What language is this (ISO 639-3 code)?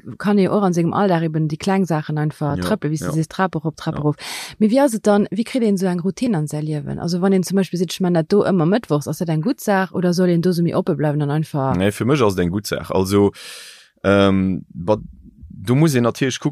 ltz